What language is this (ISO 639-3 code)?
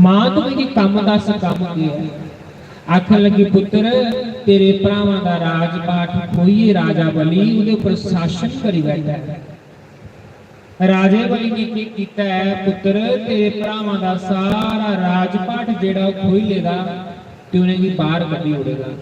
doi